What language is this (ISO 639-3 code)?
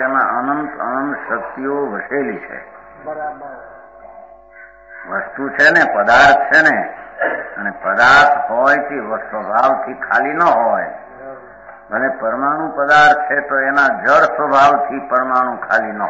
guj